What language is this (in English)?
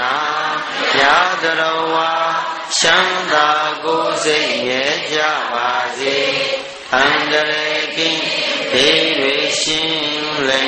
Burmese